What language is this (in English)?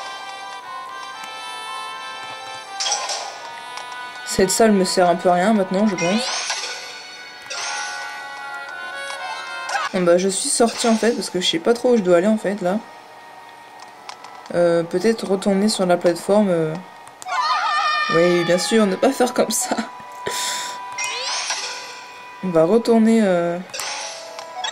French